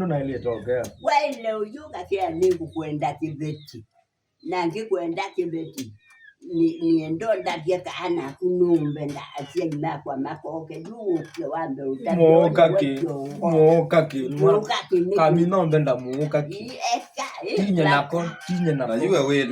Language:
Kamba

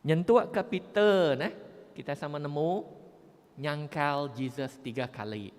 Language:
Iban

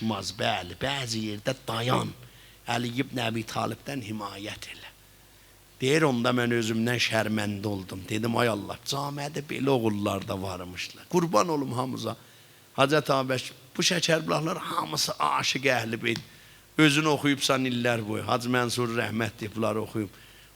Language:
South Azerbaijani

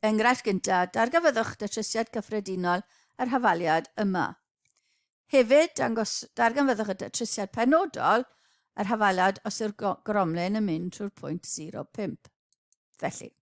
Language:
Welsh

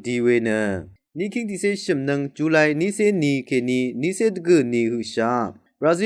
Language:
Rawang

